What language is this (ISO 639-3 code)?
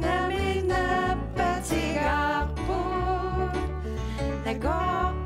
kal